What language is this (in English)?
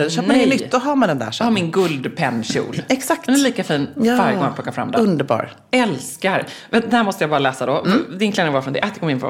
Swedish